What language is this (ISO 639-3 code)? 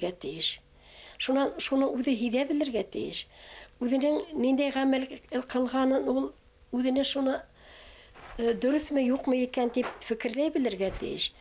bak